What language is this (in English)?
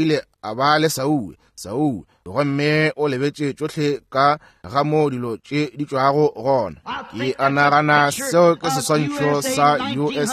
Northern Sotho